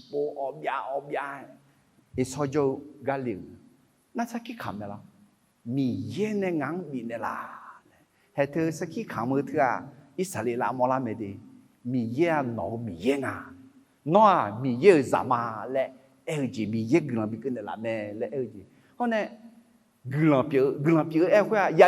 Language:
Akha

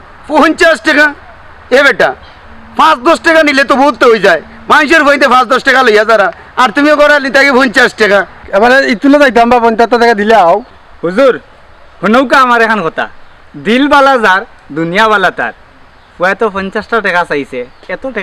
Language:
Sylheti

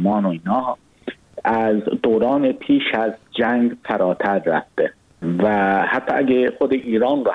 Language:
Persian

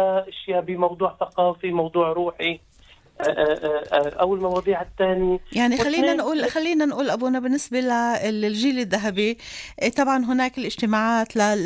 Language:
North Levantine Arabic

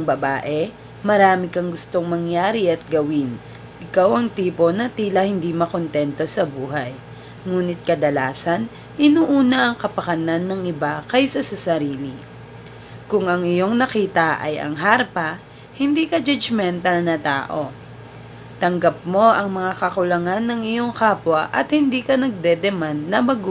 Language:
Filipino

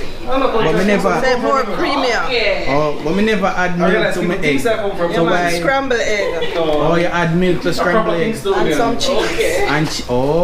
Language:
Jamaican Creole English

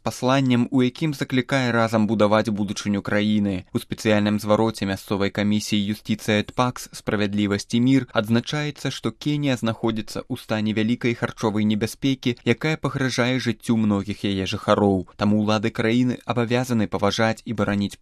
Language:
Belarusian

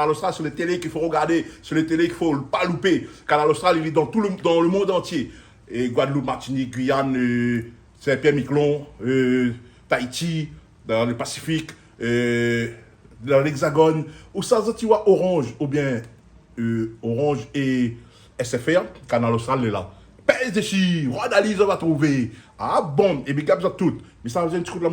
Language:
Réunion Creole French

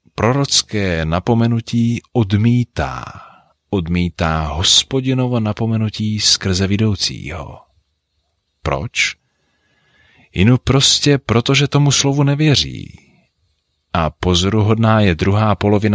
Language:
Czech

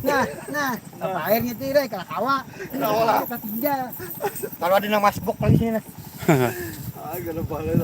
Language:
Banjar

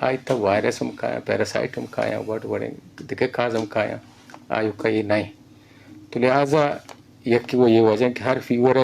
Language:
Eastern Balochi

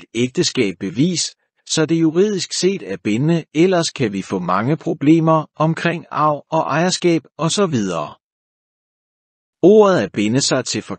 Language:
Danish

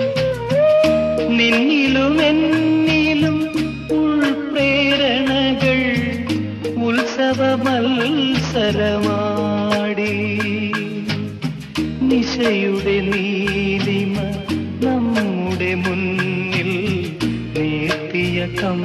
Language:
Malayalam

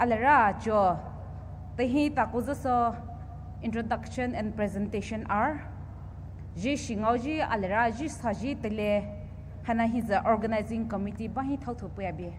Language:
Poumei Naga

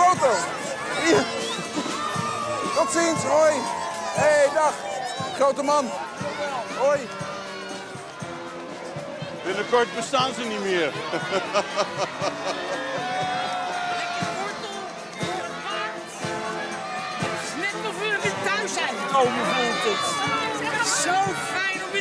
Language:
Dutch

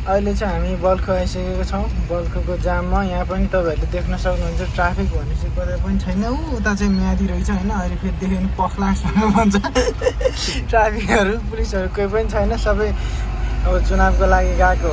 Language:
Nepali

